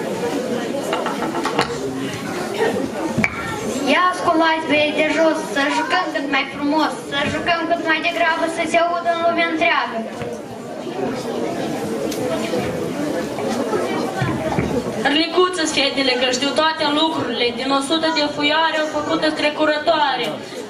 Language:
Romanian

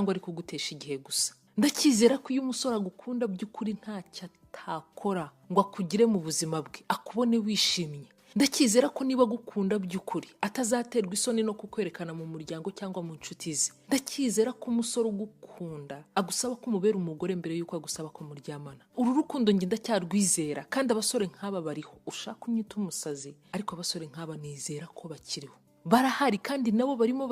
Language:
Kinyarwanda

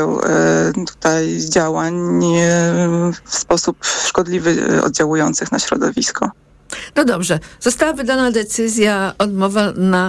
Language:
Polish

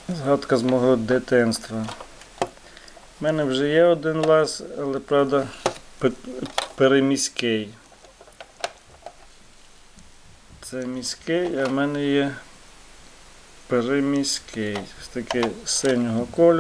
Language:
Ukrainian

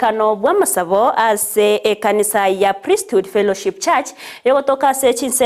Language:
Gusii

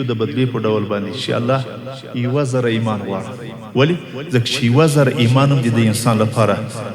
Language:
Pashto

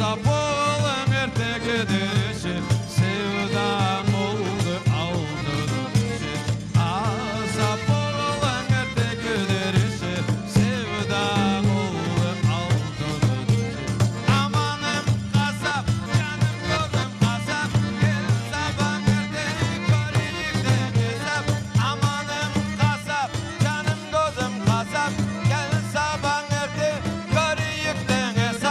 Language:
Crimean Tatar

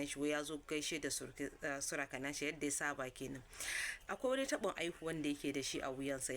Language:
Hausa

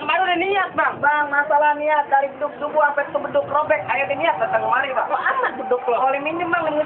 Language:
Betawi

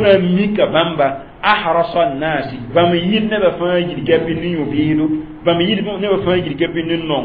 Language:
Mossi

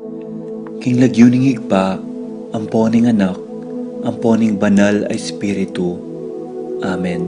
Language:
Pampanga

